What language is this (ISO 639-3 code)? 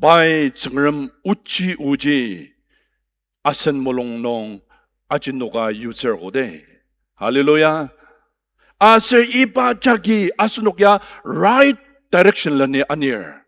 njo